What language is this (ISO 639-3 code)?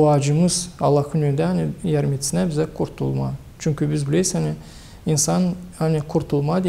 gag